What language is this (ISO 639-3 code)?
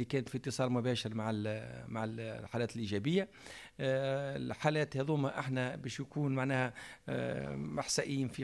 aeb